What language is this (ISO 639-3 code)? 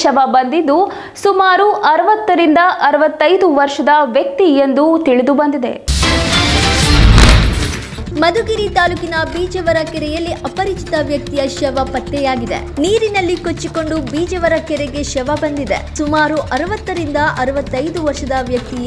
kan